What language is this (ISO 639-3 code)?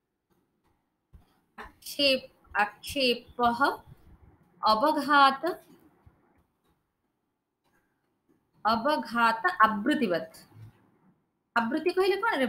ori